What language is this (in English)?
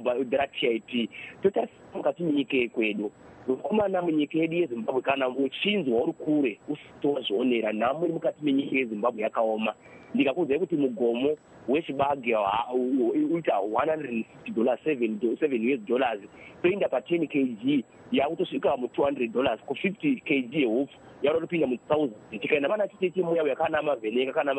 Shona